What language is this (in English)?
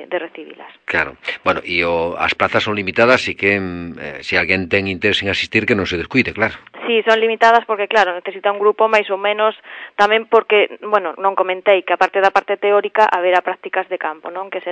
Galician